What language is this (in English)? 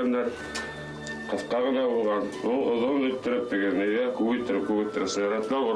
Bashkir